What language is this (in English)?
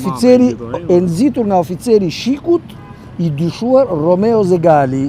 Albanian